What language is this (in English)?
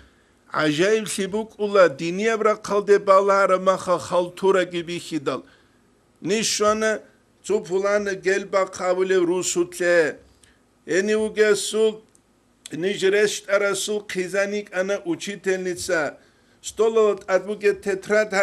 Avaric